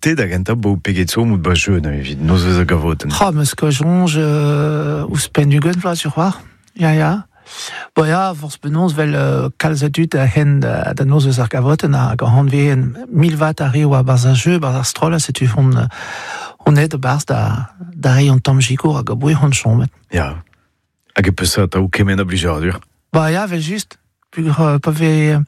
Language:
Breton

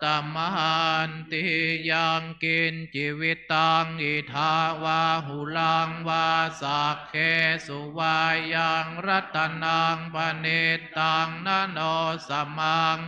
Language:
Pali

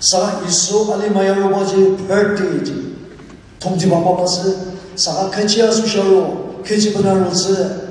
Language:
Ao Naga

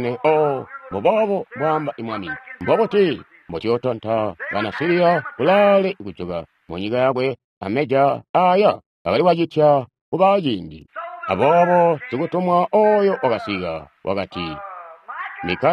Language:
Tonga (Zambia)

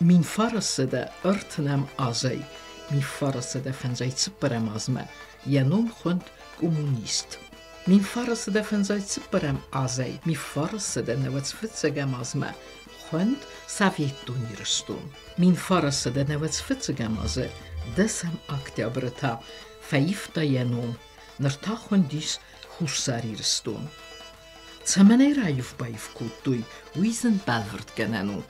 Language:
Ossetic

